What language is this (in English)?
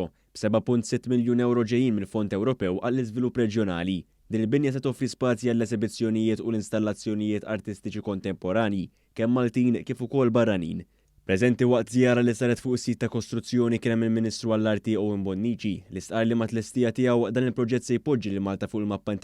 Maltese